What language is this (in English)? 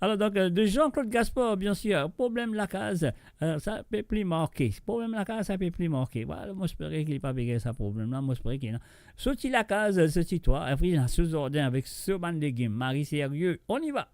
Morisyen